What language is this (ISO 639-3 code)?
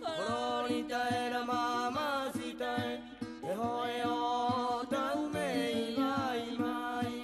rap